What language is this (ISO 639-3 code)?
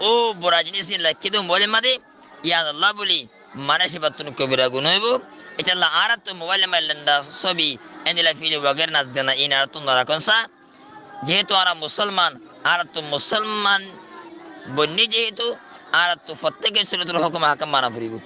rhg